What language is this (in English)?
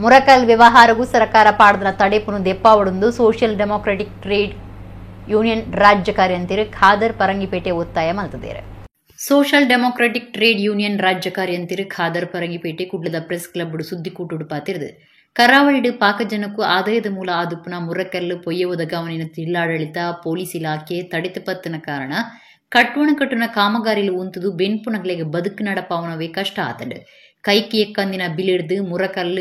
Tulu